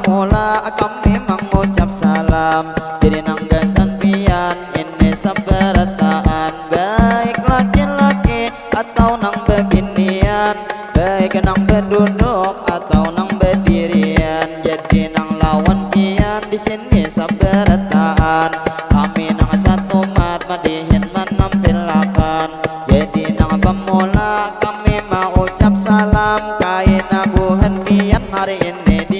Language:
Banjar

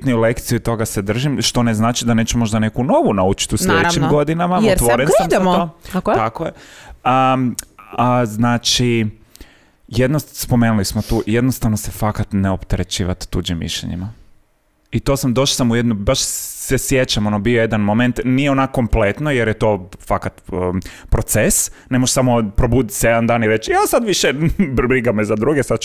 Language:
Croatian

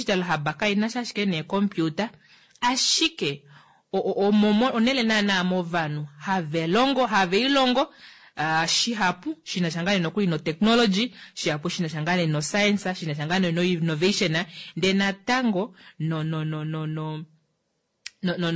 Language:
Kuanyama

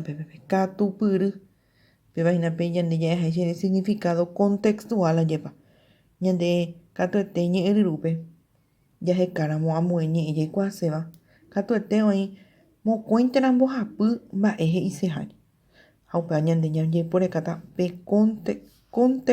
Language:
Guarani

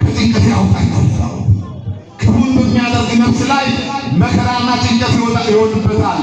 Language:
Amharic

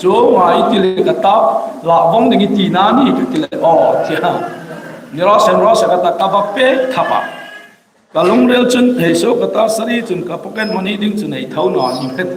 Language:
Hmar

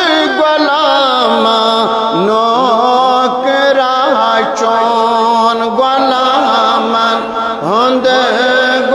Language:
Kashmiri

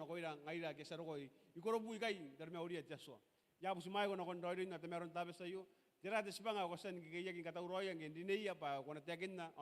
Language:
Gilbertese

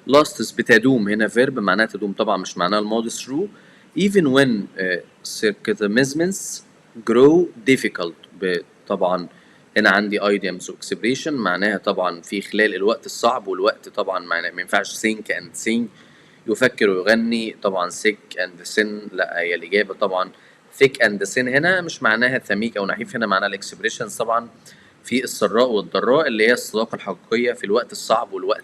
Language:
Egyptian Arabic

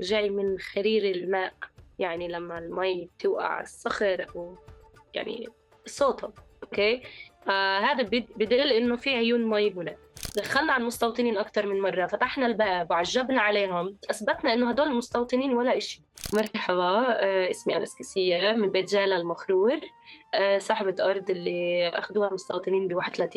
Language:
North Levantine Arabic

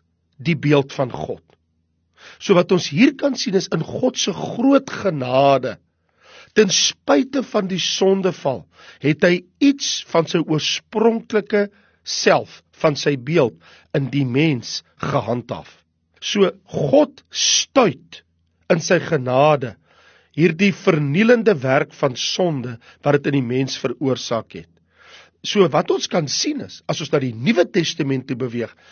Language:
Afrikaans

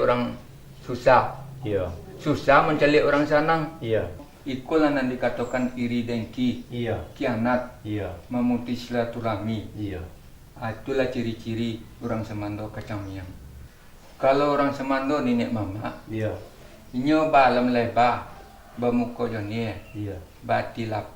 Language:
Minangkabau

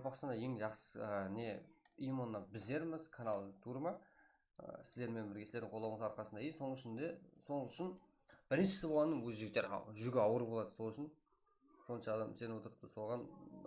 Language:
Kara-Kalpak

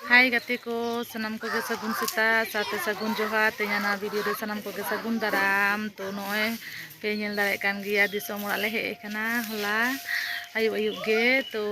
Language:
Santali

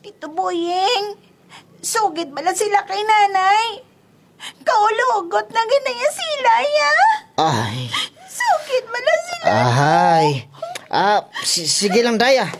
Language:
Kinaray-a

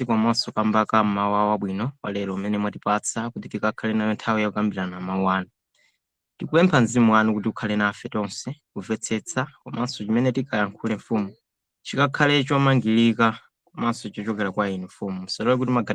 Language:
Nyanja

